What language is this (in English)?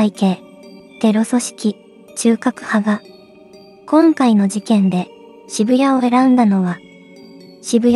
Japanese